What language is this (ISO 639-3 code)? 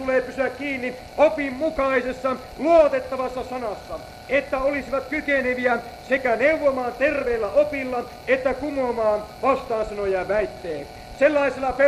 fin